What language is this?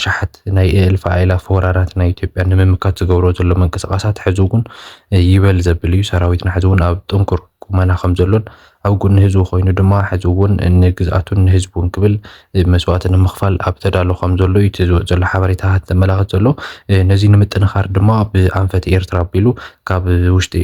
Tigrinya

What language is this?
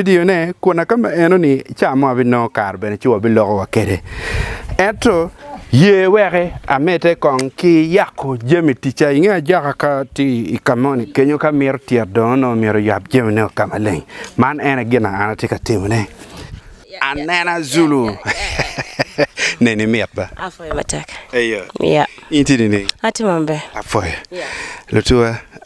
Acoli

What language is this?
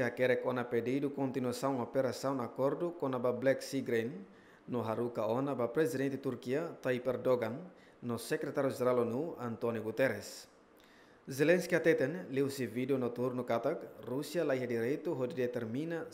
Tetum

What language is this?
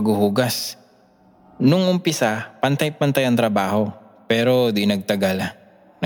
Filipino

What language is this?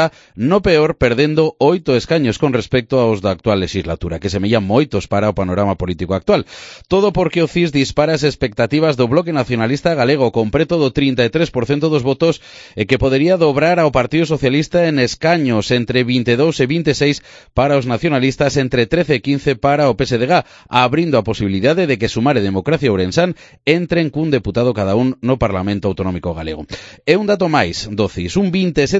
Galician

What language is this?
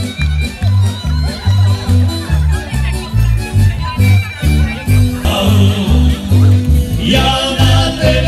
Slovak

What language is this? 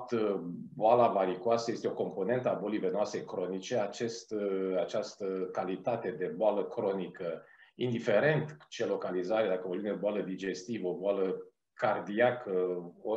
Romanian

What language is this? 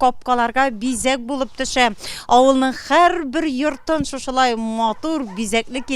Tatar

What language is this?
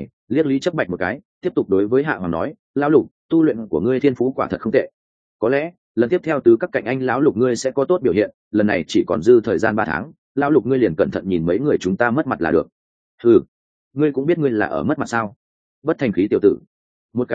Vietnamese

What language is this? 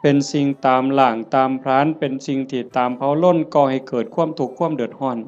Northeastern Thai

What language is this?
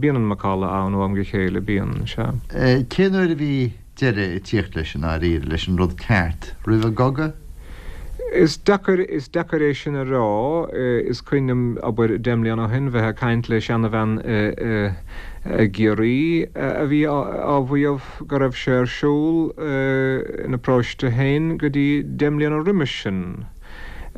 Irish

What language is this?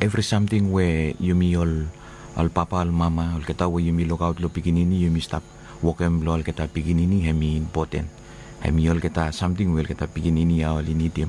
Bislama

